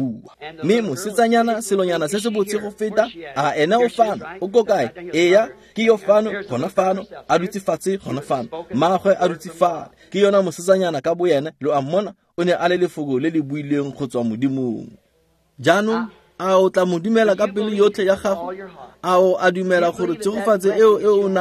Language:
Tswana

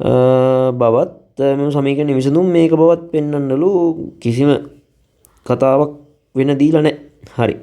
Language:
Sinhala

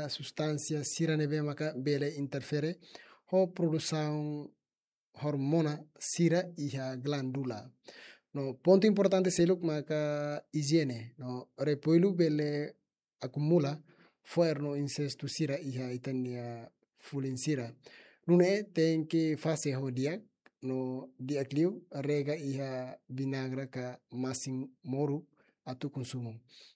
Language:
Tetum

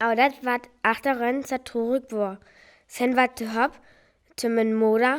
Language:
Northern Frisian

